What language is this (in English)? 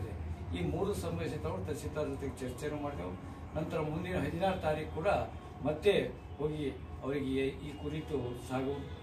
Kannada